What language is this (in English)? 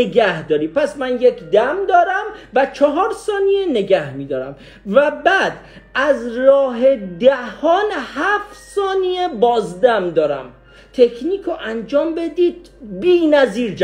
Persian